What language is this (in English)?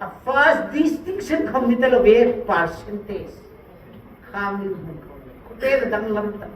Hmar